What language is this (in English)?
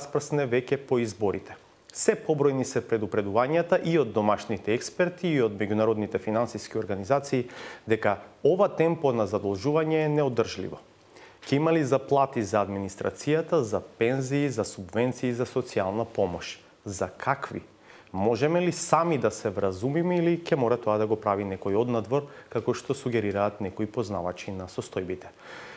Macedonian